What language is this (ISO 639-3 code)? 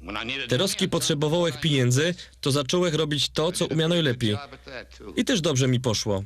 szl